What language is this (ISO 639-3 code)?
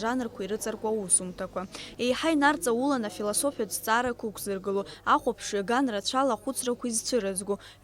abk